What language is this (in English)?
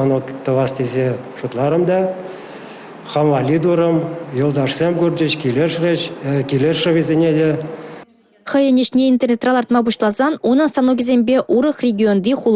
Chuvash